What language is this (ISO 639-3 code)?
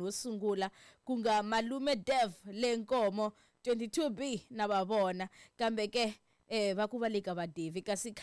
tso